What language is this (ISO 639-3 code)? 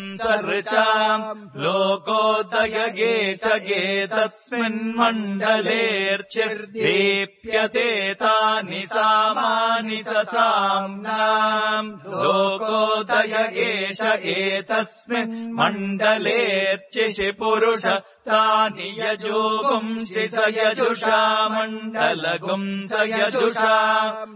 san